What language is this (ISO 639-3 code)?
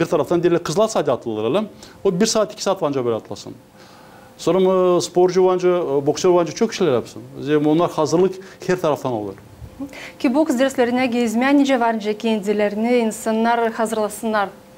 gag